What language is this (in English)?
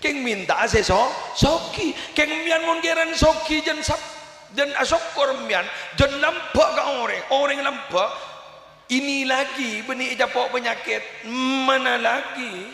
Madurese